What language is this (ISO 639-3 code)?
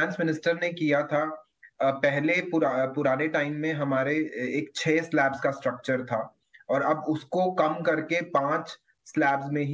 hin